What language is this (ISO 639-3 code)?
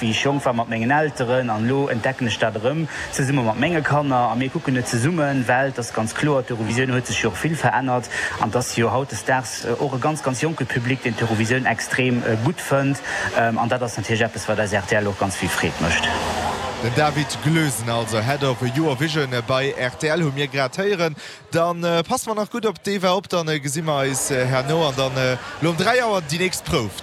ltz